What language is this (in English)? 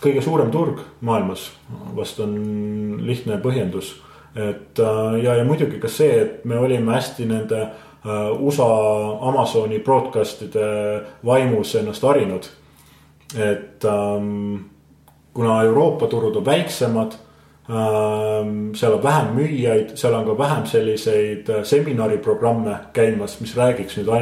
Estonian